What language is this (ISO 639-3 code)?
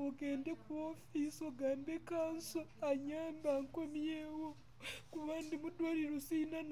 lug